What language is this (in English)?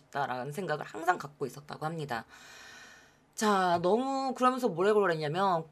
Korean